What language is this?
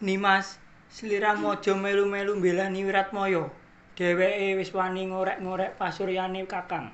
Javanese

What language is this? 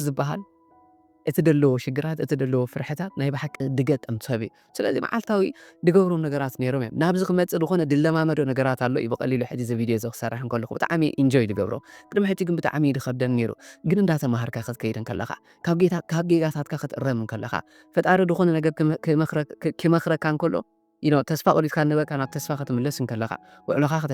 Tigrinya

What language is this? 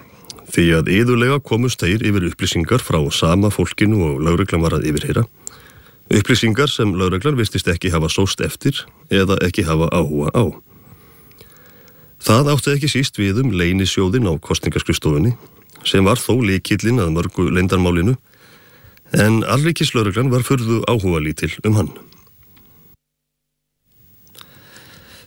Icelandic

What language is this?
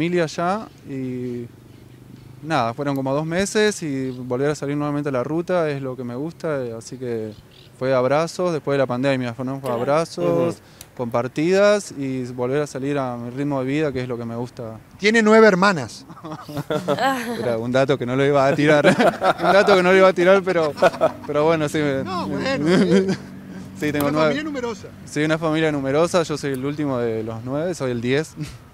Spanish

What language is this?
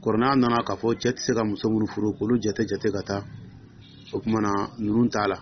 Dyula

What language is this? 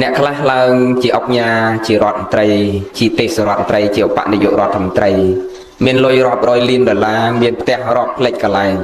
Khmer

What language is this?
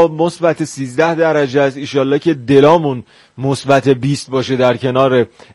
Persian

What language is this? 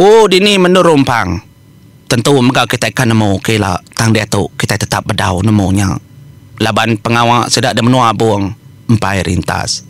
Iban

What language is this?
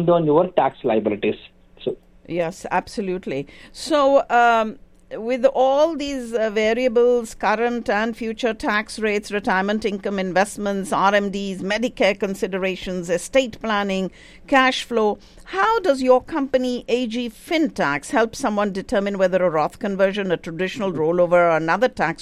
English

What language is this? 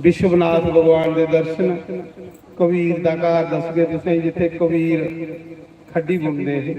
Dogri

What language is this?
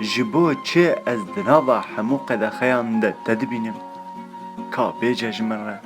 Kurdish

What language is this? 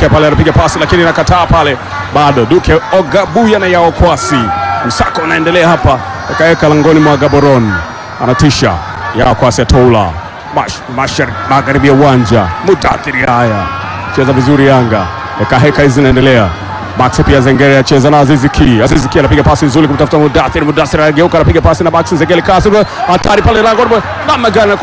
Swahili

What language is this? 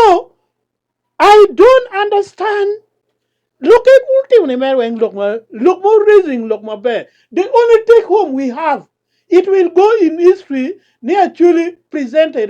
Acoli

